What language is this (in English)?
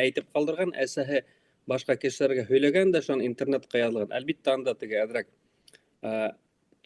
Bashkir